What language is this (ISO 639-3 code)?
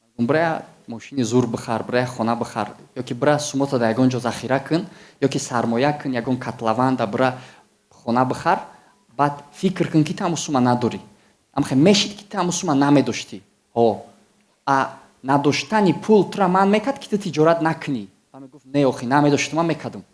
tgk